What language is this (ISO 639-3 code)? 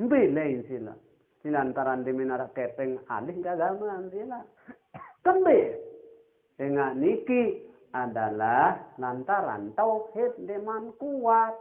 sas